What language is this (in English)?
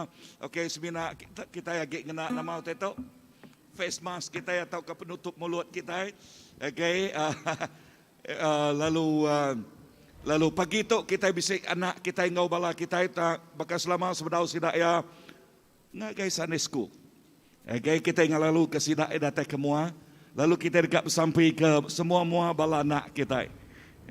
Iban